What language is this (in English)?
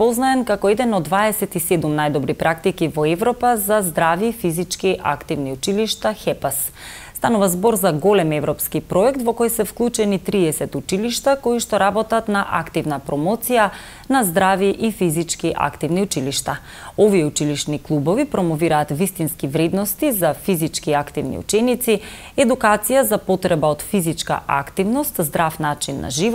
Macedonian